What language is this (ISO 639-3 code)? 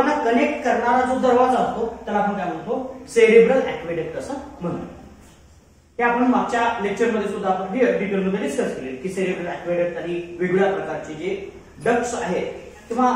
mar